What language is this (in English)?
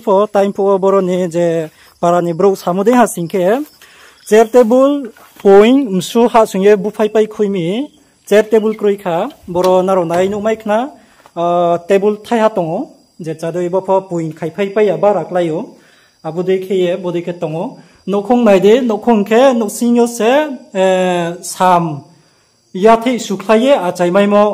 Riang (India)